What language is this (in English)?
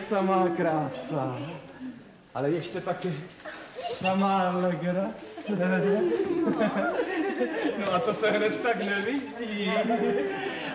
Czech